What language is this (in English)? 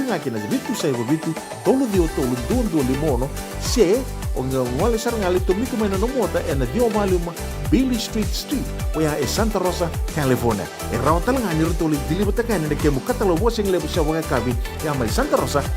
Fijian